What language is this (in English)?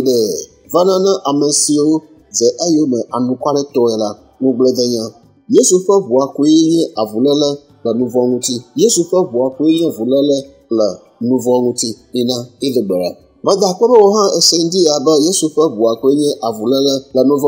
Ewe